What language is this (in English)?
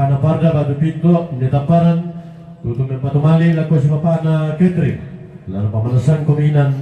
Toraja-Sa'dan